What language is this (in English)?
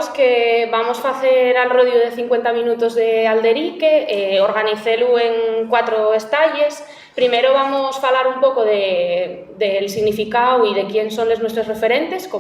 Asturian